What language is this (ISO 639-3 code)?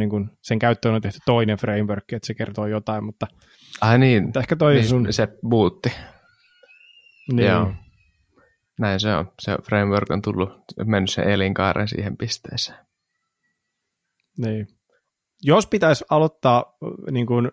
fin